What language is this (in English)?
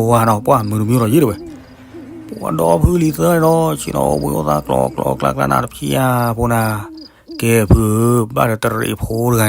S'gaw Karen